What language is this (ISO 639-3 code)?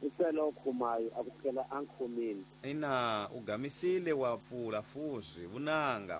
tso